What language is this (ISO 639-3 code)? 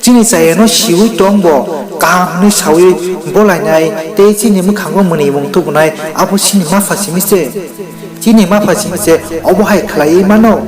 trp